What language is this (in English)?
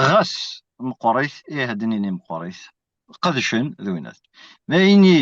Kabyle